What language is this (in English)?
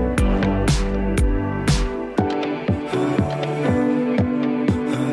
Estonian